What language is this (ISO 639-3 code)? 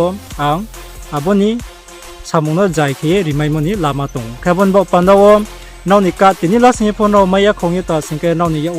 ria